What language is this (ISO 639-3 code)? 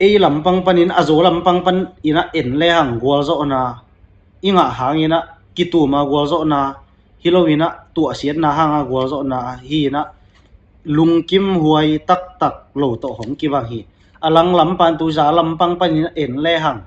ctd